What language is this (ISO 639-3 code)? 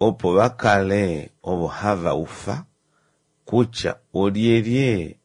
kua